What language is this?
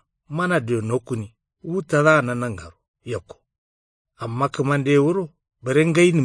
Kanuri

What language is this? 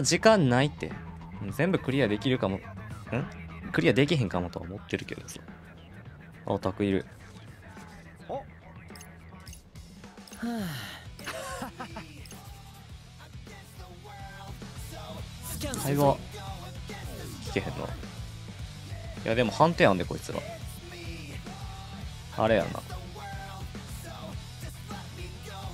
Japanese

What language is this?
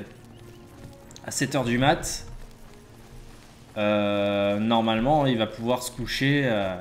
French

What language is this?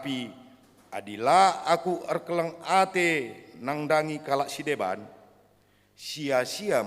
Batak Karo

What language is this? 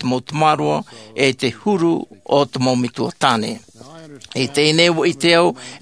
Tahitian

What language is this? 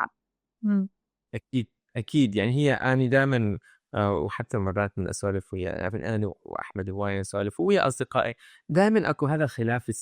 Mesopotamian Arabic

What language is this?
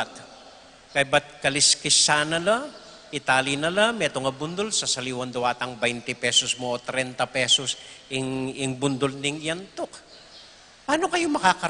Pampanga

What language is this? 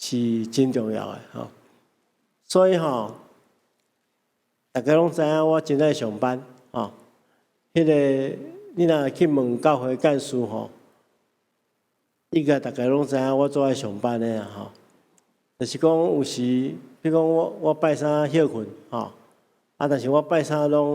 Min Nan Chinese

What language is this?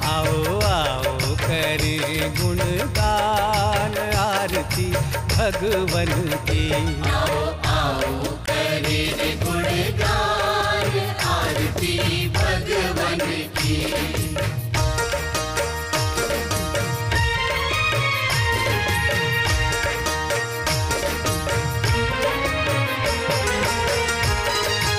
Hindi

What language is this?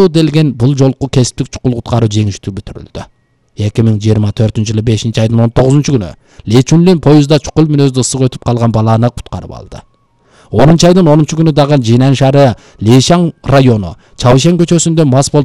Kyrgyz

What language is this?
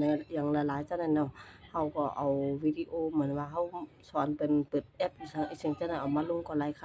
Shan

